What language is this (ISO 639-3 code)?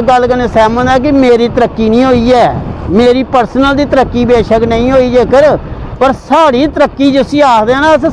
doi